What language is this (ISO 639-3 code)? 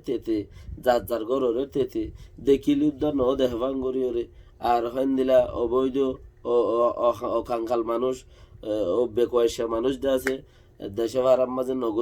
rhg